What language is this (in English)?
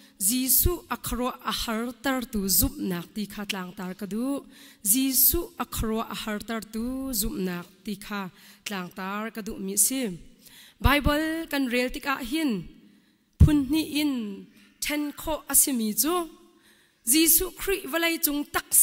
Hakha Chin